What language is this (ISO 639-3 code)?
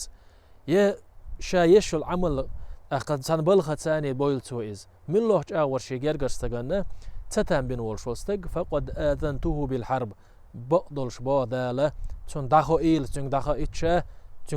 che